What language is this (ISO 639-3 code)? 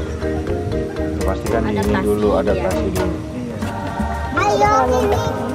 ind